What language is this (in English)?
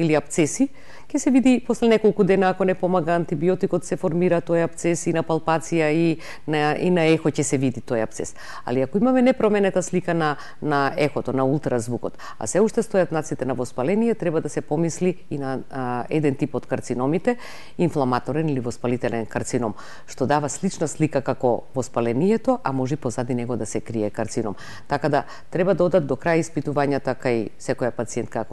Macedonian